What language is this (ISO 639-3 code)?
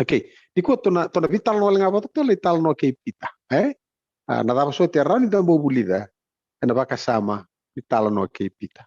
fij